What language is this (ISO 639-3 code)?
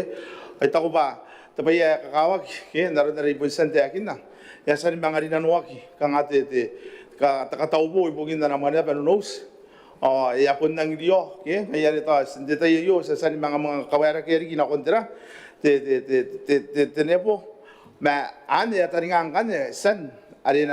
gil